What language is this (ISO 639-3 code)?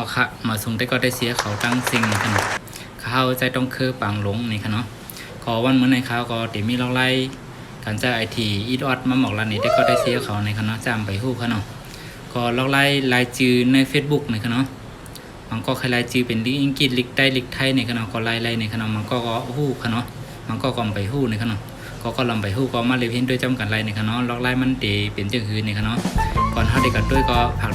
shn